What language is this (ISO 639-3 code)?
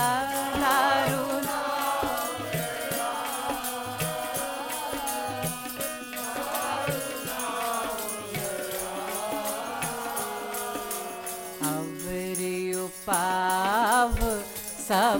hin